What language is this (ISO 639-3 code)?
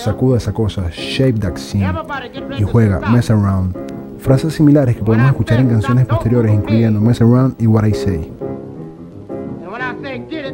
spa